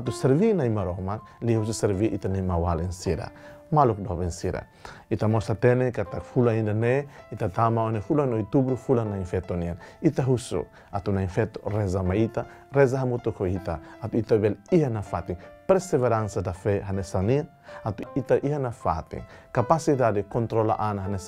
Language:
Tetum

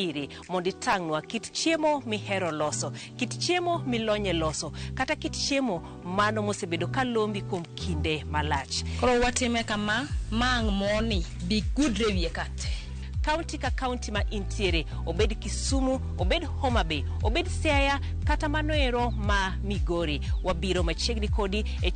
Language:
Luo (Kenya and Tanzania)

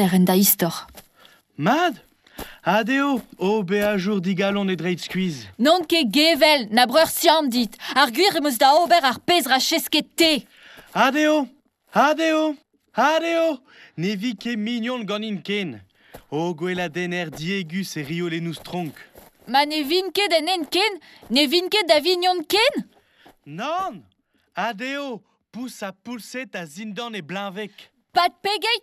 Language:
Breton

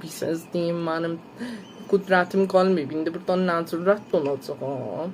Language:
South Azerbaijani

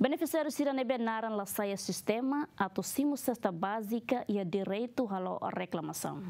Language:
Tetum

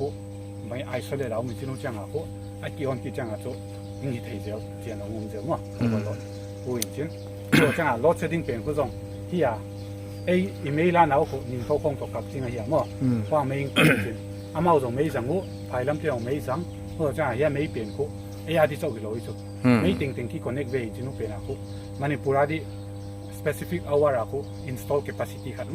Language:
Paite Chin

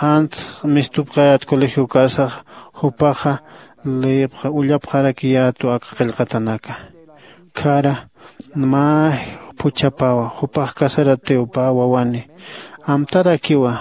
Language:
Aymara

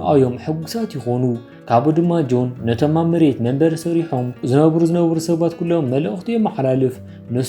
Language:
Tigrinya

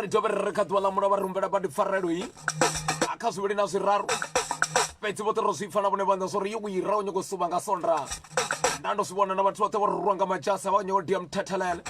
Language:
Venda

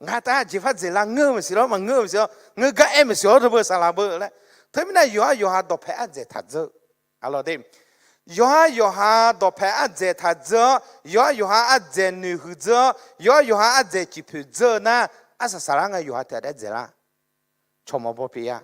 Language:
Akha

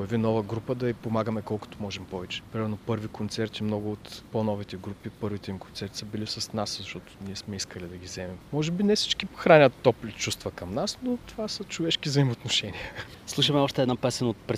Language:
Bulgarian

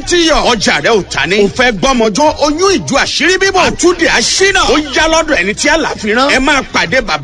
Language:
Yoruba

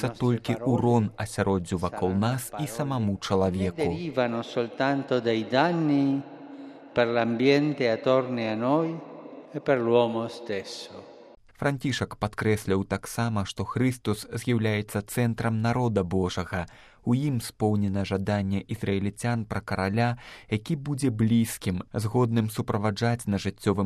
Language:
Belarusian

